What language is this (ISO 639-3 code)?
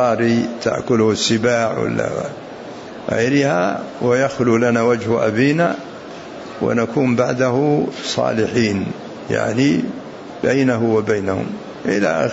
ara